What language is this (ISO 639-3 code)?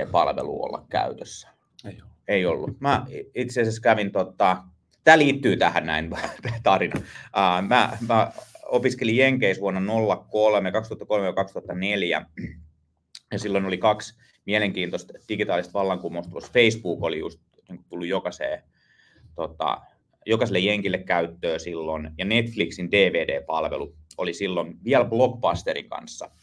fin